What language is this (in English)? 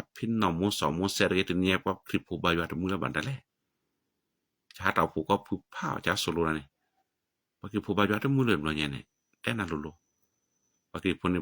S'gaw Karen